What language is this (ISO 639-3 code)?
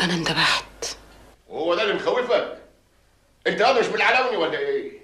arz